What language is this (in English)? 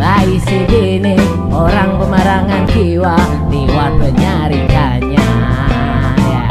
Banjar